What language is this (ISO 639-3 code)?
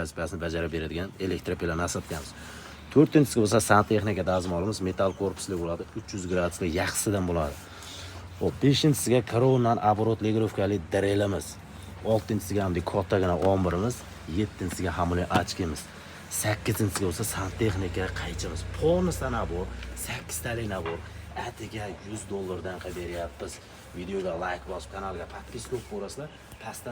uzb